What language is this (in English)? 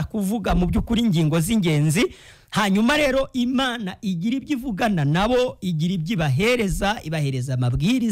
Kinyarwanda